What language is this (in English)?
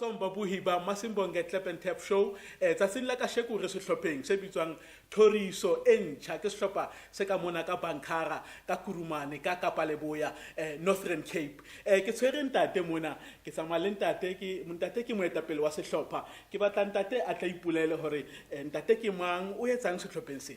Tswana